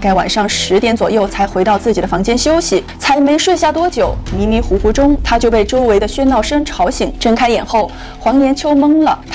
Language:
Chinese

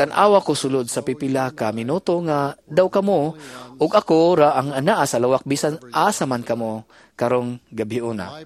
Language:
Cebuano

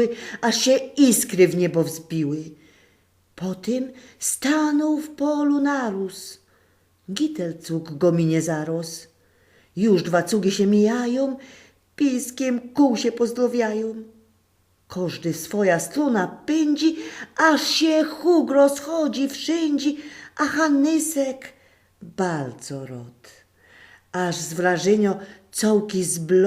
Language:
Silesian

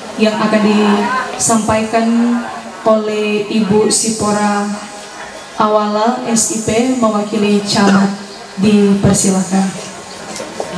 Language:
Indonesian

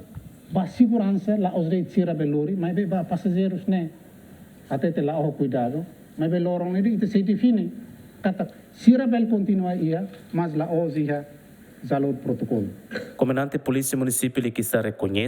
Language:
Tetum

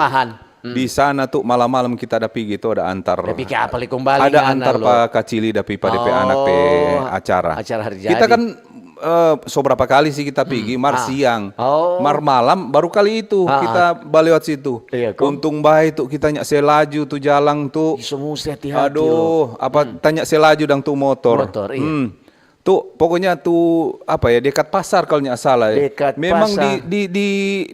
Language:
Manado Malay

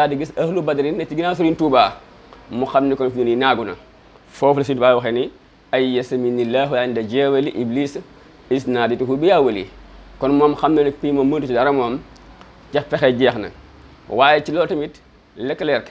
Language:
Wolof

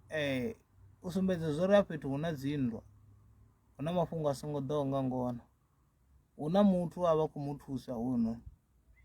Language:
Venda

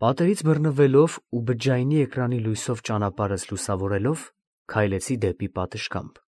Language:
Armenian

